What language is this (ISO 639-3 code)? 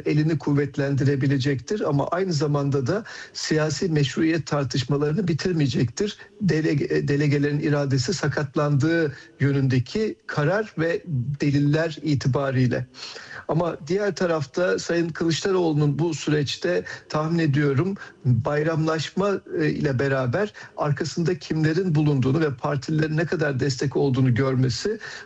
tur